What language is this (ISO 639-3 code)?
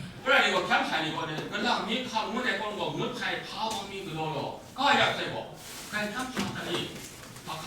kac